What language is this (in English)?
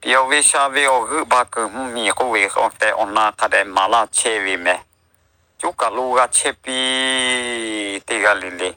Lahu